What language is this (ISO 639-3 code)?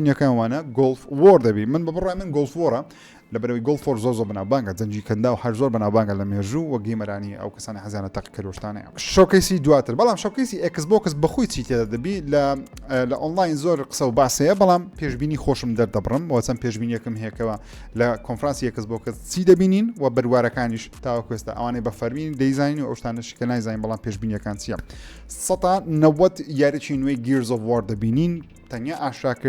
ckb